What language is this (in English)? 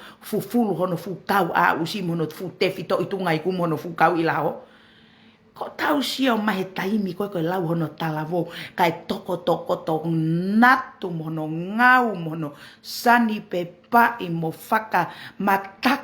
Tongan